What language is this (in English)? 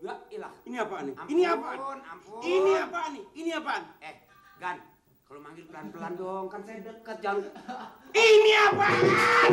Betawi